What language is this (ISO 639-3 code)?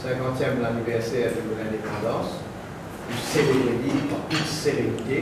mfe